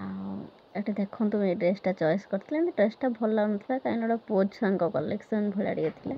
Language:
Odia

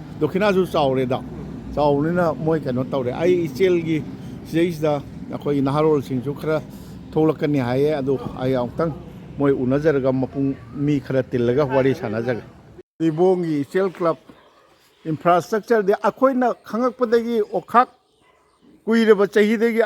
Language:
Manipuri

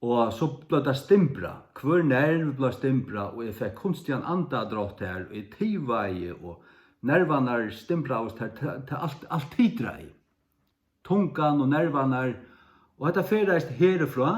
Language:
Faroese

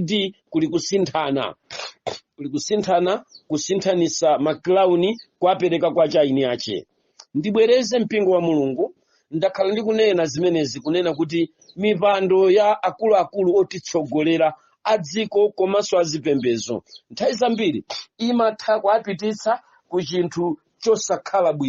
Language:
Nyanja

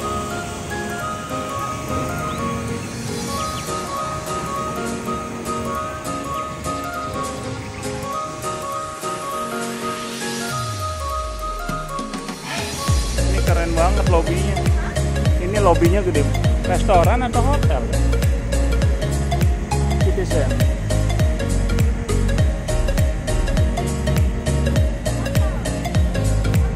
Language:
Indonesian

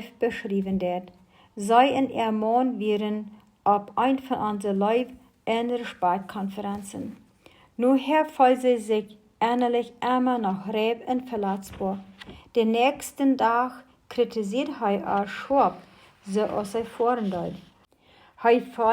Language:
Plautdietsch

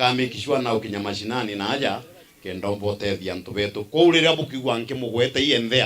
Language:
Meru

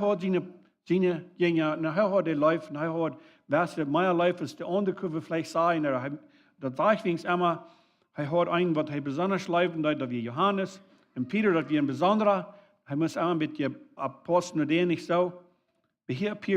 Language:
Plautdietsch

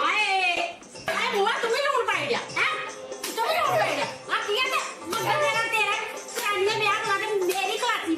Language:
Dogri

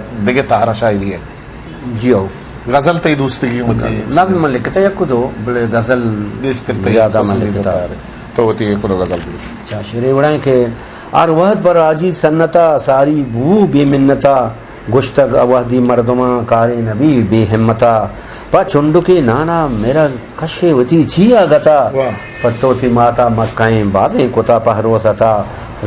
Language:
Eastern Balochi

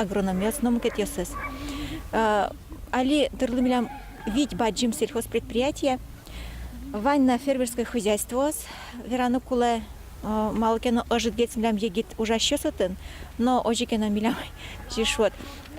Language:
Udmurt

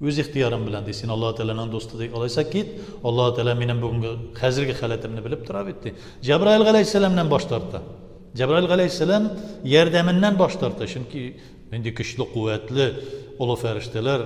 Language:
Tatar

